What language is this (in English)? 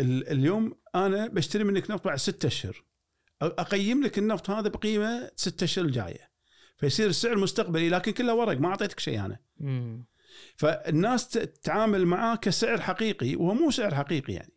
Gulf Arabic